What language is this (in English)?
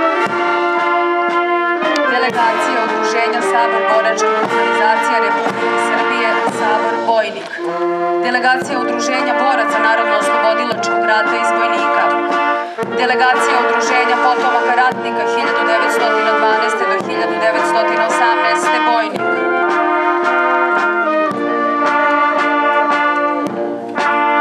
Serbian